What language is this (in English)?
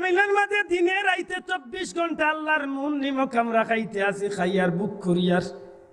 Sylheti